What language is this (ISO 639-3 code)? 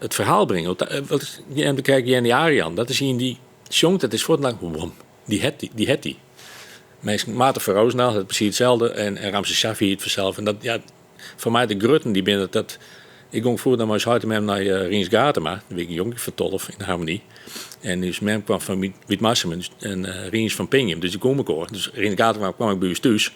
fry